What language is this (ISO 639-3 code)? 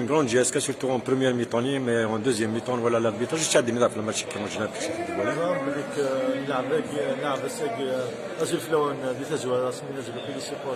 kab